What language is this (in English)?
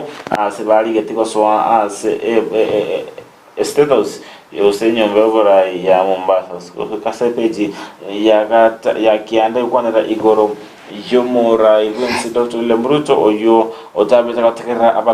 Gusii